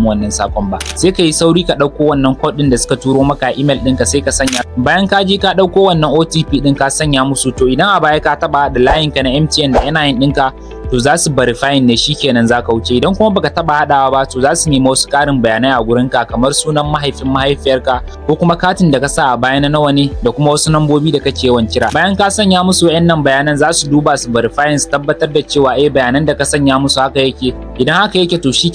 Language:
Hausa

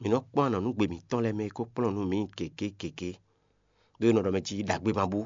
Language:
Fon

